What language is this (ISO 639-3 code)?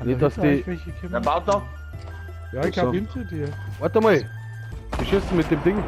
bar